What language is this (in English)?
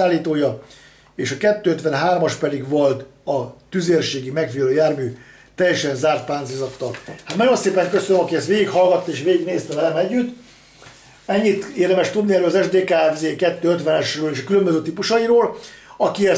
Hungarian